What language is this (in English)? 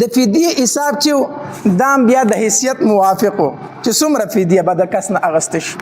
Pashto